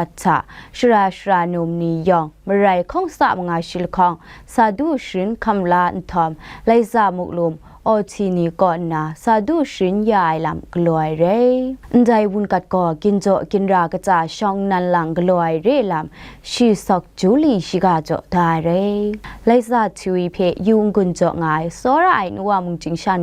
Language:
Kachin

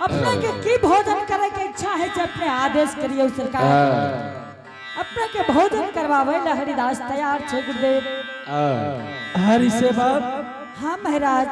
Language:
Angika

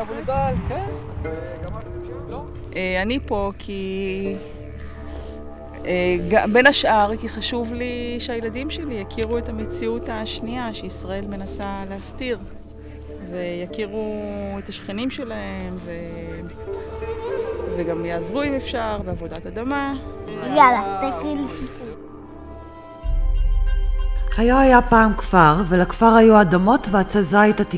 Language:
Hebrew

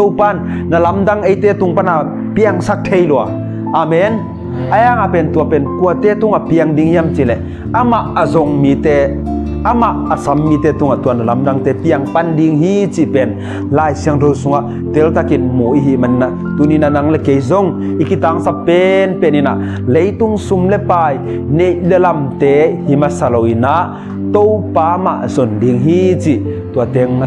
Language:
Tedim Chin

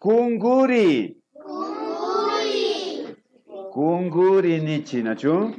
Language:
Imbabura Highland Quichua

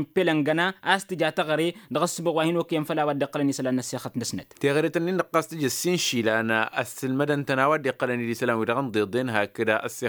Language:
Tamasheq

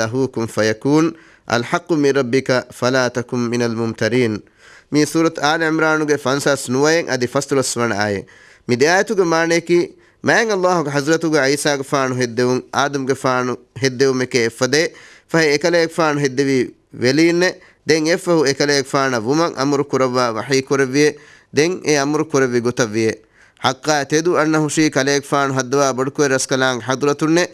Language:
Divehi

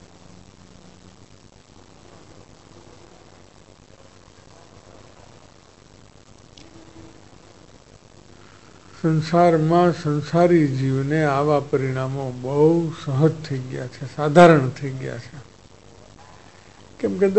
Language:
Gujarati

